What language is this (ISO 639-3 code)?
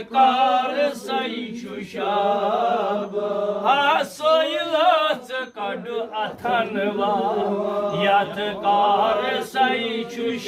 kas